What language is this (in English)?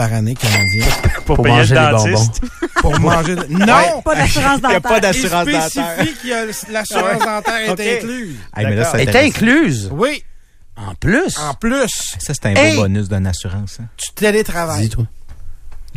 French